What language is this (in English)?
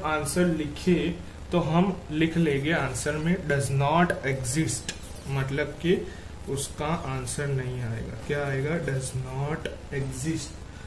Hindi